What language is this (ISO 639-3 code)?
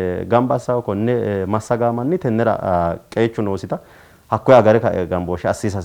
sid